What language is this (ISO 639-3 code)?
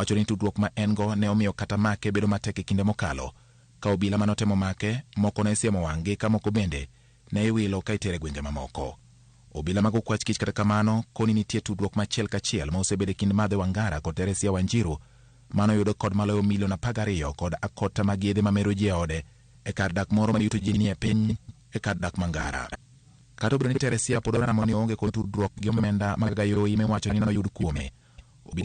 luo